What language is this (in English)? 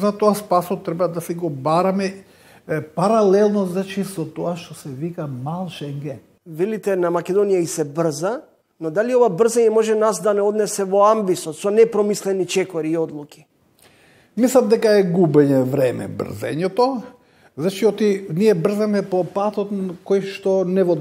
Macedonian